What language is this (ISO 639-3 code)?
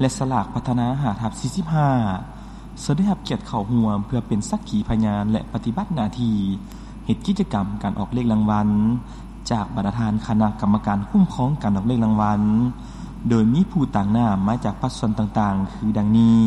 lao